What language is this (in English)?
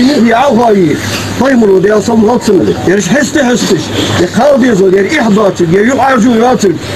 Ingush